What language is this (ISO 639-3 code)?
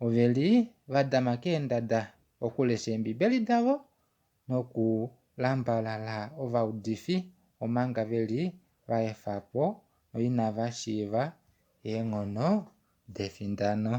kua